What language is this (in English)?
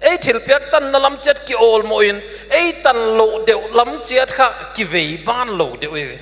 Paite Chin